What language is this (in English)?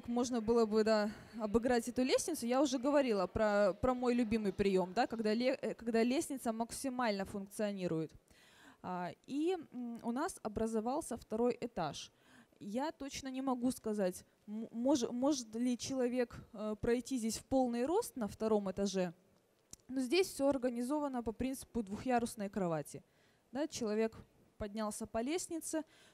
Russian